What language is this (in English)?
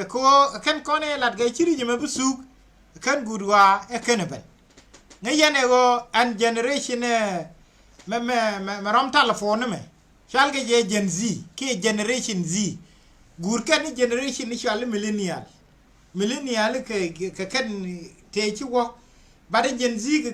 Nuer